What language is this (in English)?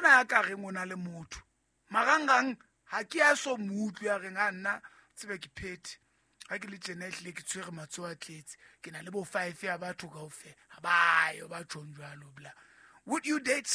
Southern Sotho